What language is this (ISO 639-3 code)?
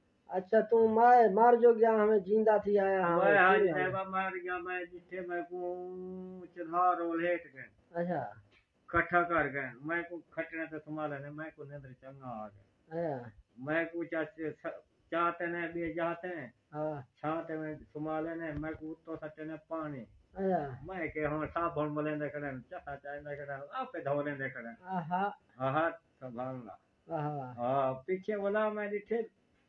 skr